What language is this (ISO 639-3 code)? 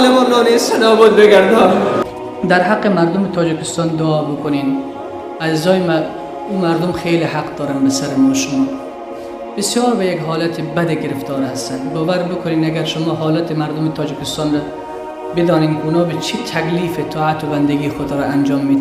fas